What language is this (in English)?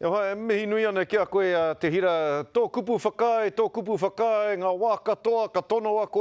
Māori